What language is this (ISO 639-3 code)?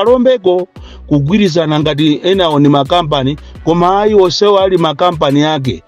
nya